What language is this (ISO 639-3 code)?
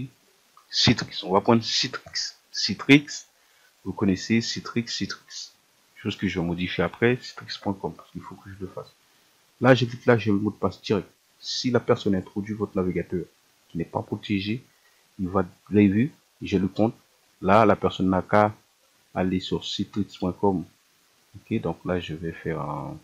fra